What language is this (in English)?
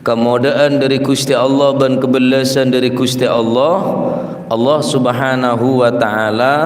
Madurese